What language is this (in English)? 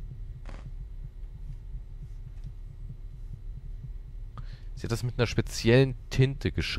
German